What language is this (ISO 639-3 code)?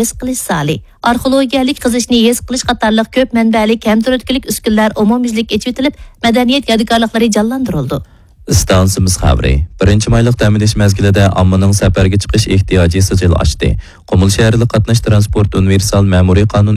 uig